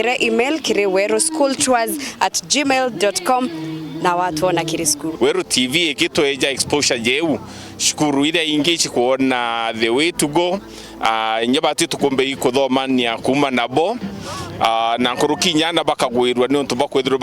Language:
Meru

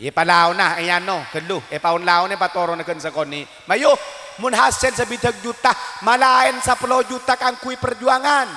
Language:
Madurese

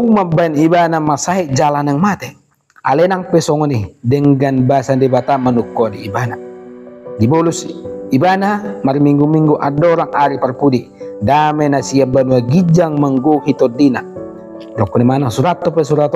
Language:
Batak Toba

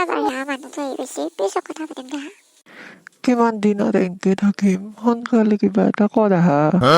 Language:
Assamese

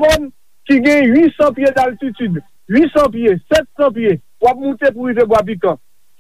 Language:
Haitian Creole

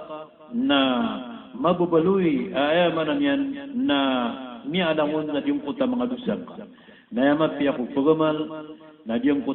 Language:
Maranao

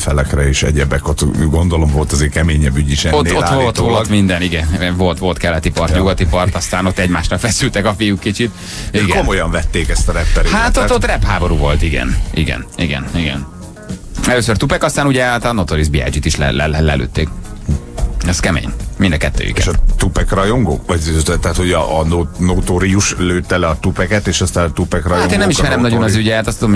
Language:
Hungarian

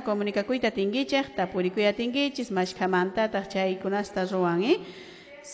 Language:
Quechua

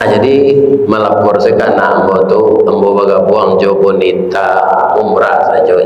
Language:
Minangkabau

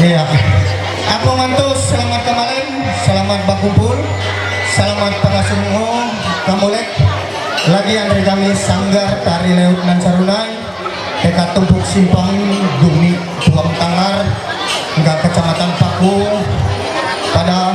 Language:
Ma'anyan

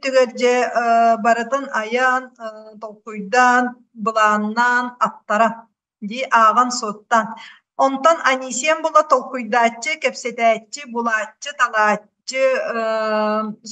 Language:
Yakut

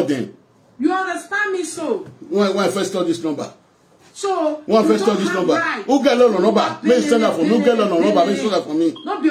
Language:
Nigerian Pidgin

